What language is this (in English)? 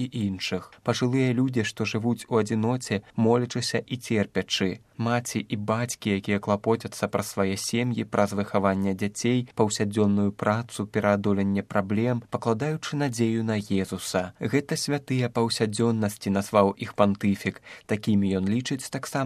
Belarusian